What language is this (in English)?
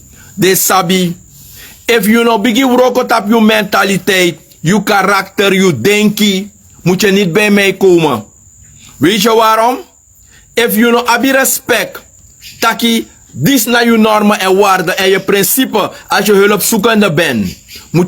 Sranan Tongo